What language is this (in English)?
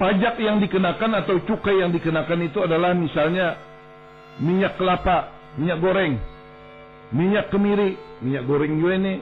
Banjar